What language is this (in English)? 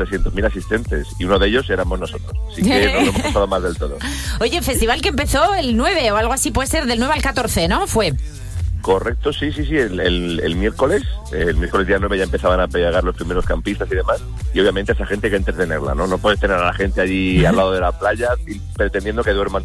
Spanish